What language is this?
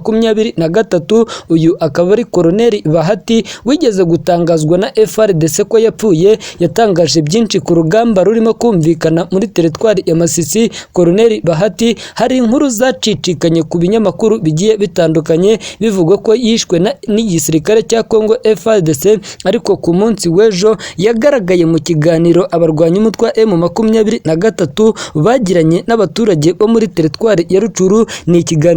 Kinyarwanda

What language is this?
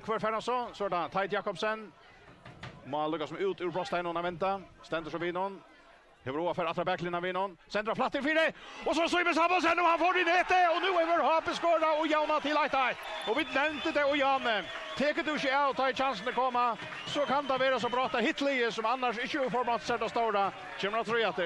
Faroese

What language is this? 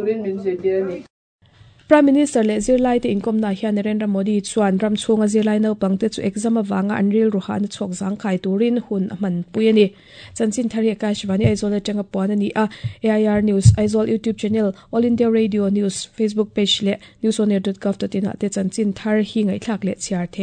Mizo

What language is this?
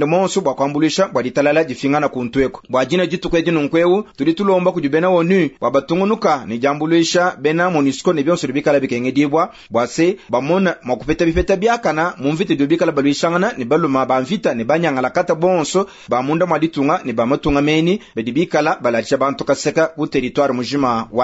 Luba-Lulua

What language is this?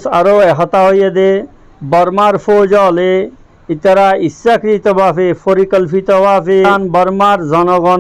Rohingya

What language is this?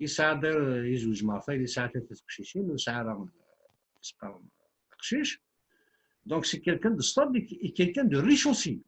Kabyle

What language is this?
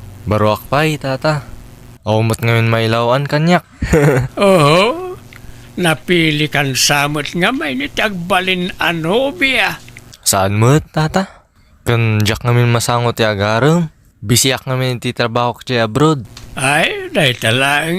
Iloko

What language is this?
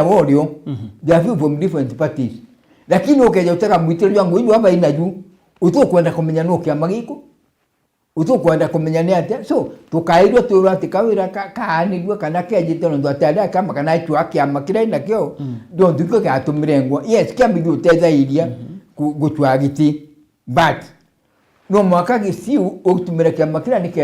Meru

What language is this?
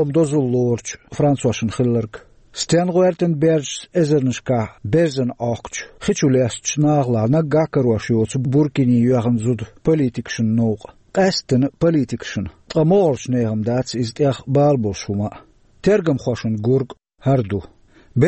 Chechen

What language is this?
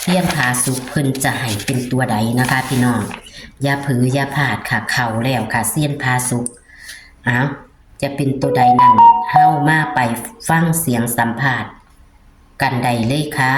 Northeastern Thai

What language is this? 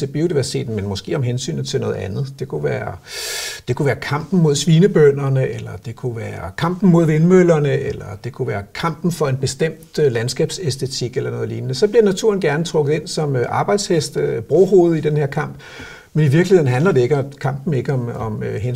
Danish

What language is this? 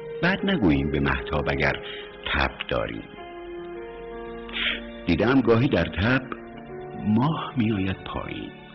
Persian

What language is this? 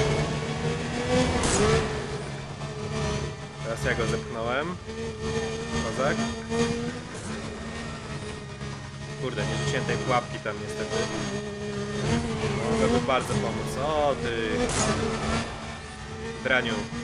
Polish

